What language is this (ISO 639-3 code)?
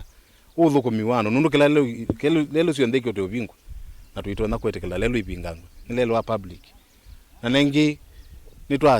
kam